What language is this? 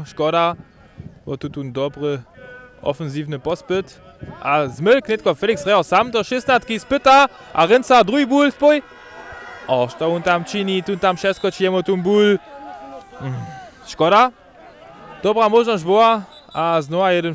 Upper Sorbian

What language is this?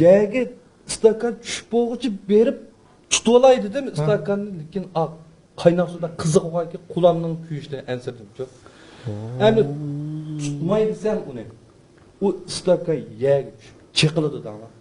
Uyghur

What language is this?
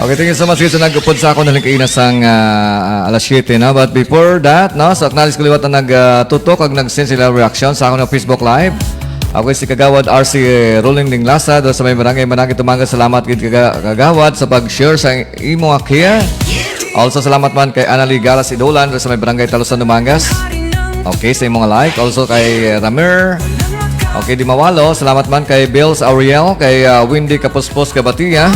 Hiligaynon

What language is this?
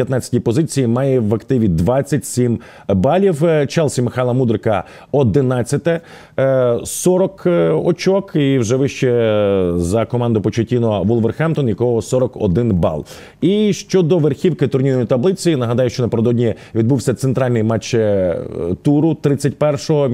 Ukrainian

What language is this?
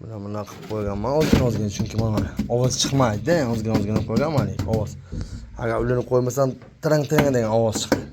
Uzbek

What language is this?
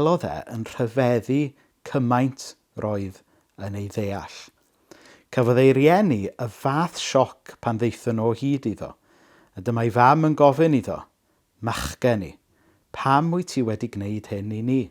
Welsh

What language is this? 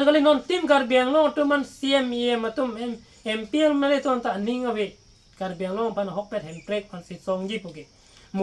Karbi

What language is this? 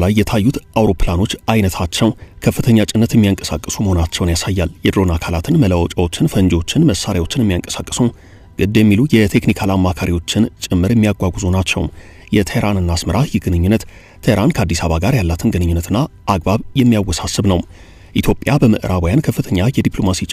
Amharic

